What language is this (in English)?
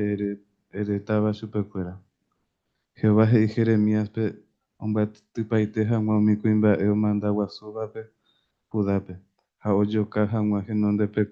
Guarani